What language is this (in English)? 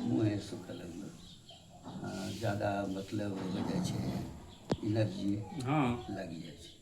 Angika